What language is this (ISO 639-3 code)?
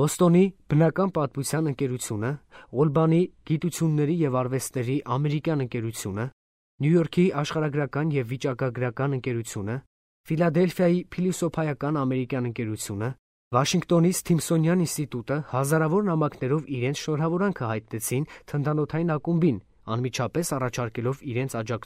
hye